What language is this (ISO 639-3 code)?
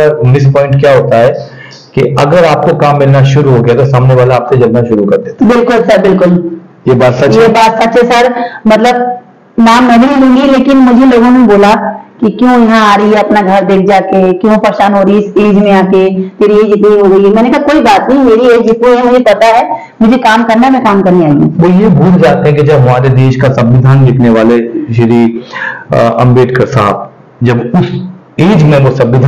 hin